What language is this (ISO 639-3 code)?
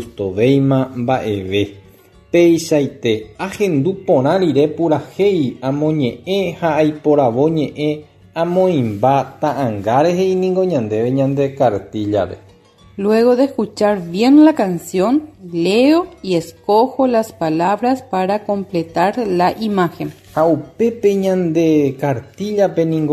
grn